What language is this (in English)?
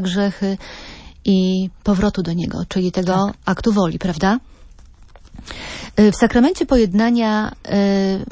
Polish